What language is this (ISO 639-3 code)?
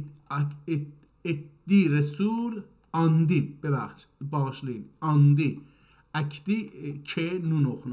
azb